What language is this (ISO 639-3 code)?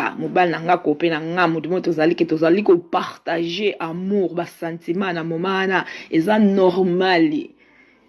lin